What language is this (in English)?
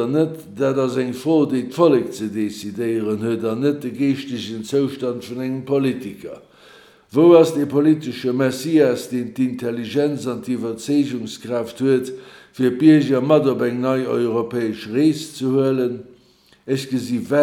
Luxembourgish